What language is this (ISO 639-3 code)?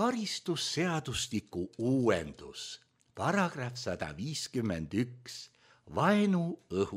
est